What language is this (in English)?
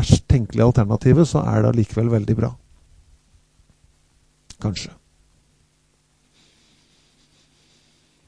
Norwegian